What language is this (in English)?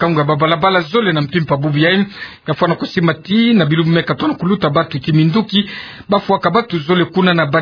Kituba (Democratic Republic of Congo)